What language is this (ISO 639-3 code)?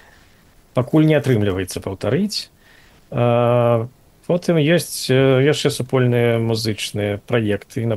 bel